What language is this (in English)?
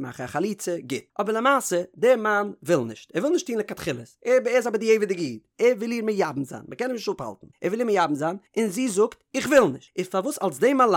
Yiddish